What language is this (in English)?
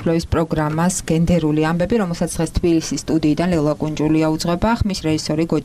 Georgian